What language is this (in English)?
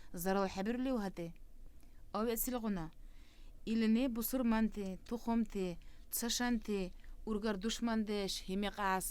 Dargwa